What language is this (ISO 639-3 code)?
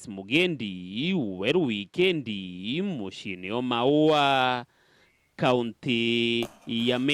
mer